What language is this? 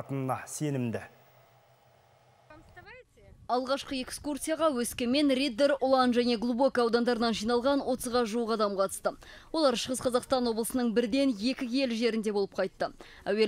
Kazakh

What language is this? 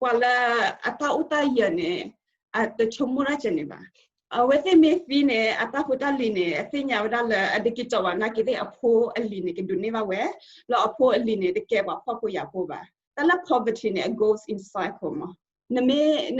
S'gaw Karen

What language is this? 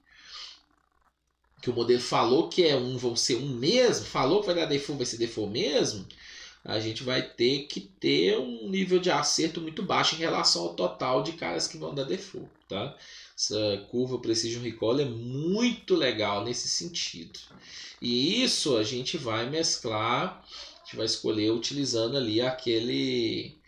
Portuguese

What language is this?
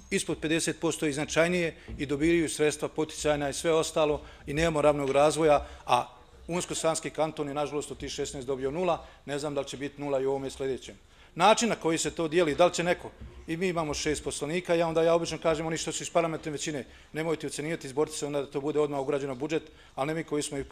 Bosnian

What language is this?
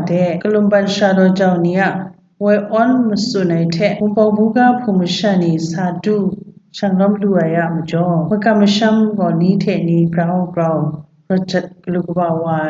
Kachin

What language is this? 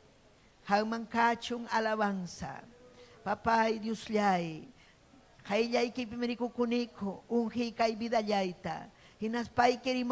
Ayacucho Quechua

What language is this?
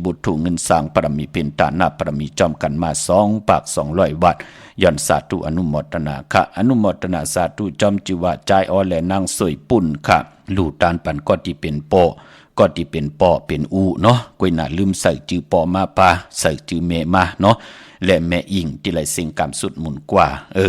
Shan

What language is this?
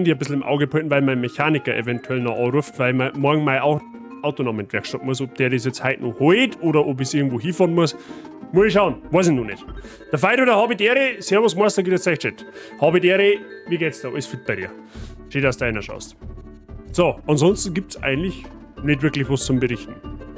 Bavarian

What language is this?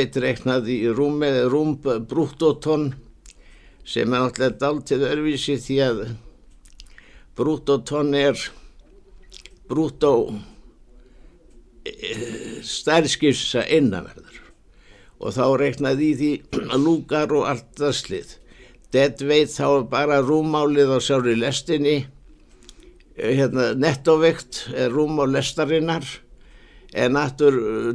Icelandic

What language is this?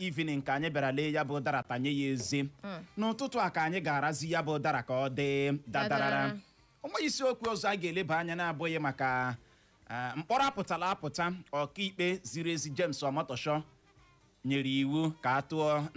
Igbo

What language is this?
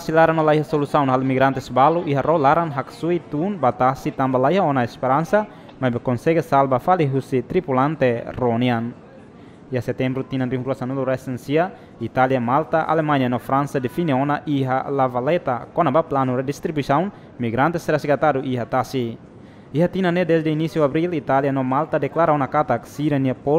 Tetum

